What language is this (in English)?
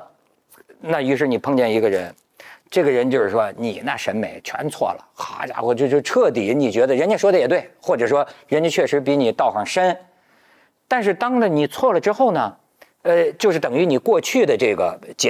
Chinese